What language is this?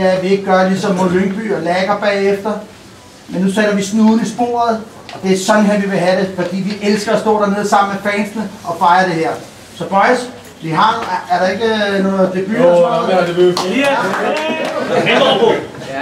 Danish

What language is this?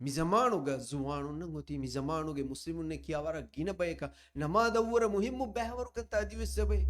Divehi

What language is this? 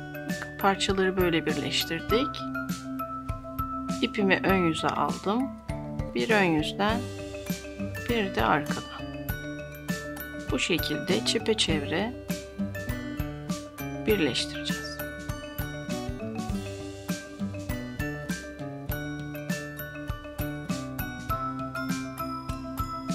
Turkish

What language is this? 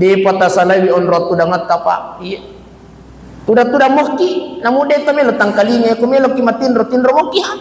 Buginese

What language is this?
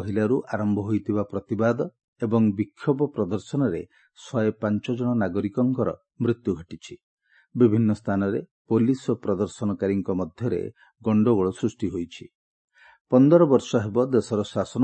Odia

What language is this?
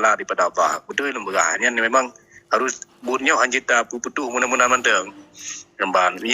Achinese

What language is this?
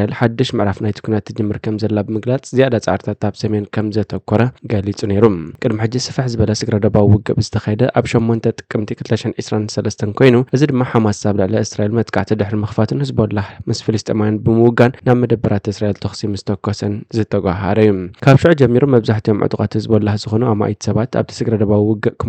Tigrinya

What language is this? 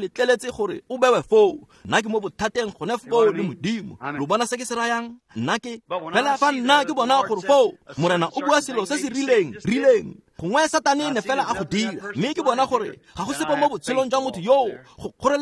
Tswana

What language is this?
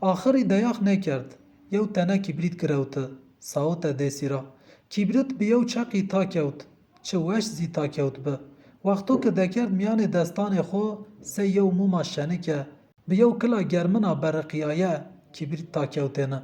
Zaza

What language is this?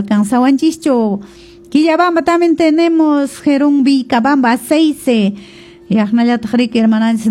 Quechua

